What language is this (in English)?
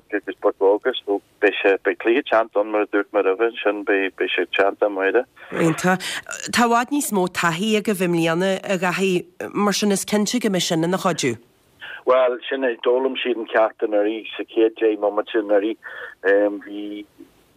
Irish